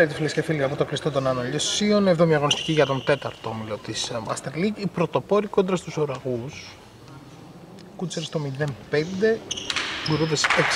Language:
Greek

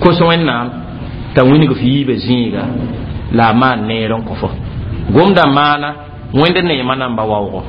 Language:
Mossi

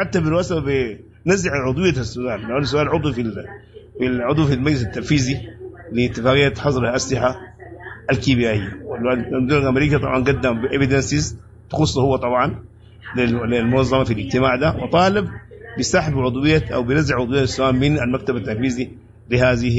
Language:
Sudanese Arabic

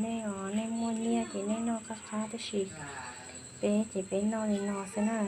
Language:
Hmong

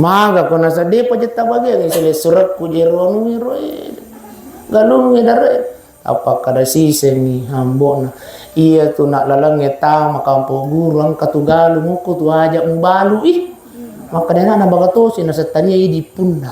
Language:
Buginese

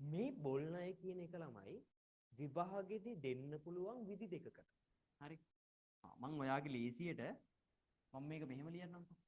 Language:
Sinhala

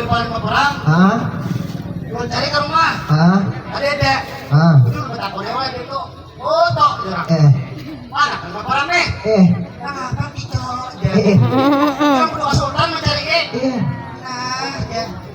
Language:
Banjar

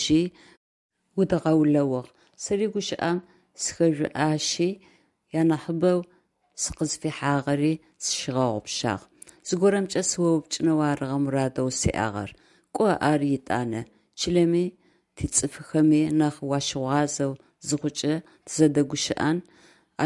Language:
Adyghe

